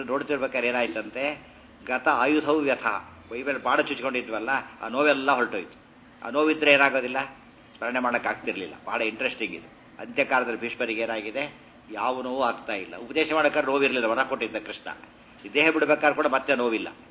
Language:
Kannada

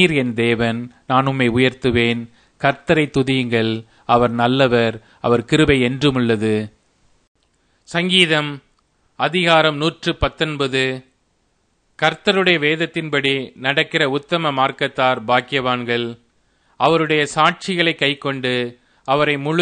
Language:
Tamil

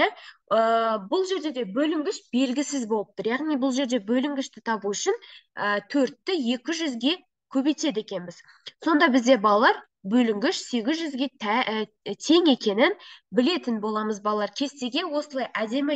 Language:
Kazakh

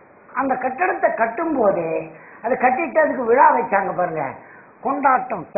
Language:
Tamil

